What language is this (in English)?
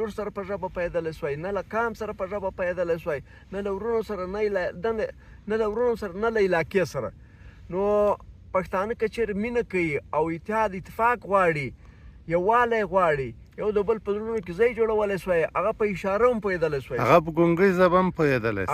Pashto